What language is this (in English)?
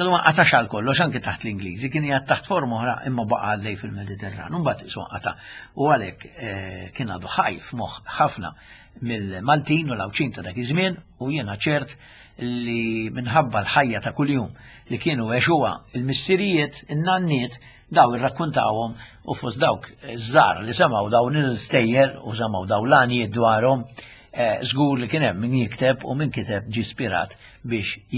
Maltese